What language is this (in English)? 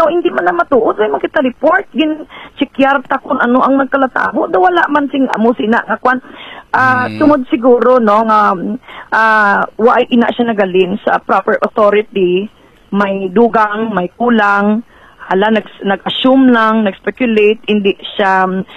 Hiligaynon